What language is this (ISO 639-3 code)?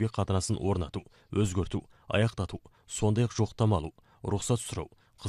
kaz